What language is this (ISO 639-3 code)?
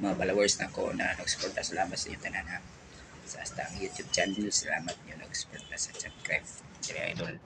ceb